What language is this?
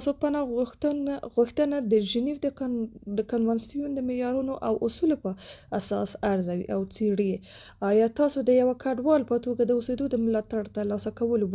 Pashto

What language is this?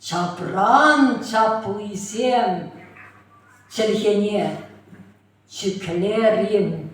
Chuvash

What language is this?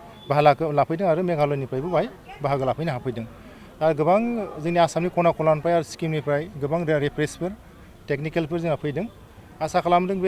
Bodo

